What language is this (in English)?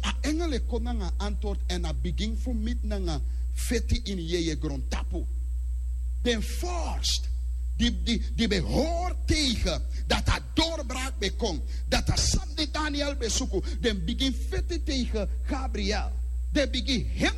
Sranan Tongo